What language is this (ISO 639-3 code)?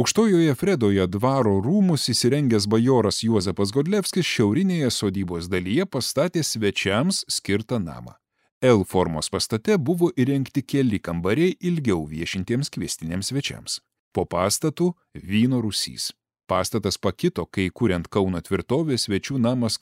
lit